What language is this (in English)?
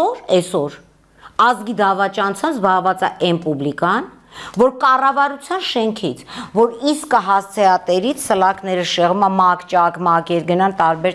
Armenian